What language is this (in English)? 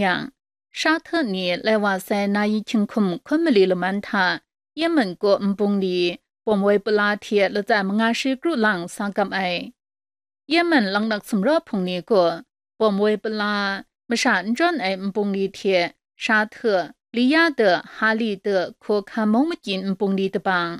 Kachin